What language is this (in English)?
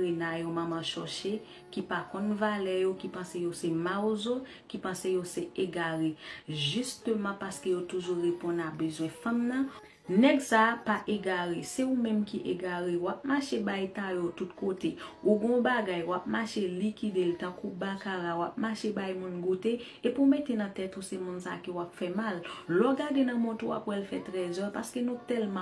Haitian Creole